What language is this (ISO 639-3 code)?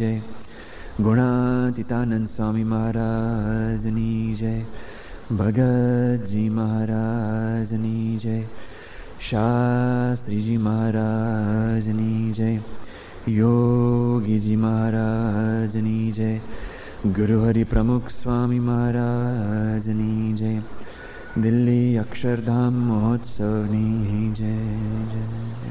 guj